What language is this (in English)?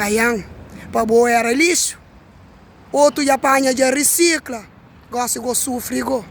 Kabuverdianu